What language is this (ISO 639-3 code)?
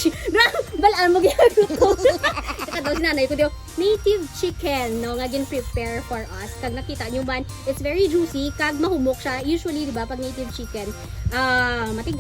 hil